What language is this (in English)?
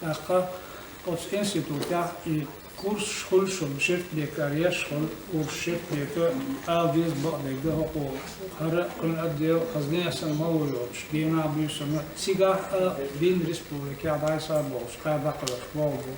Chechen